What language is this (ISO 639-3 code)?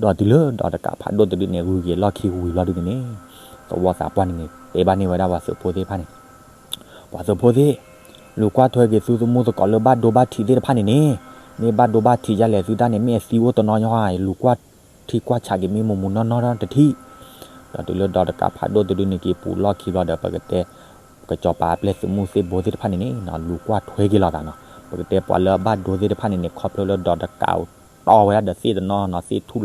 ksw